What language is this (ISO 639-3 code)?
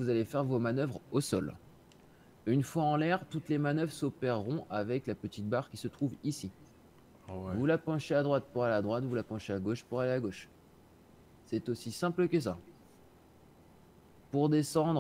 fra